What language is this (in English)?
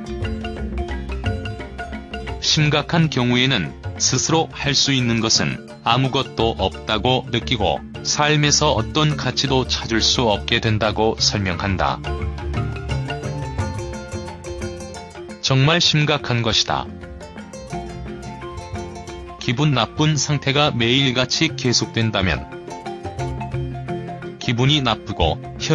Korean